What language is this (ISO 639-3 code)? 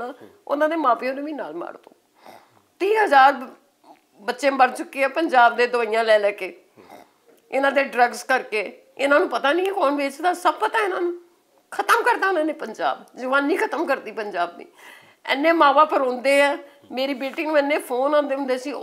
pan